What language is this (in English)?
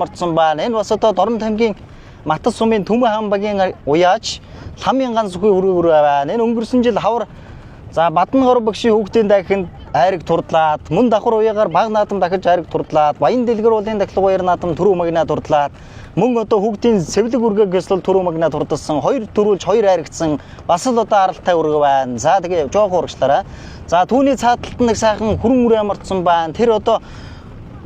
Mongolian